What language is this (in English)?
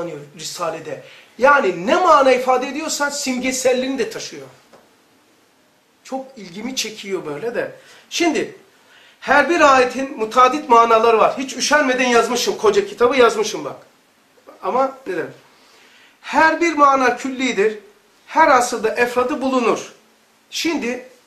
Turkish